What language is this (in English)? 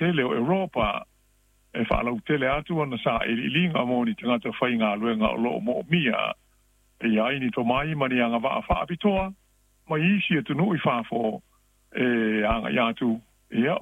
Samoan